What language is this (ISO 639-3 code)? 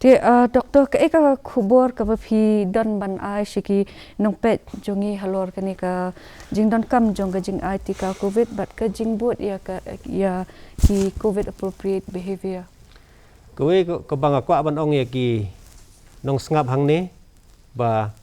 kha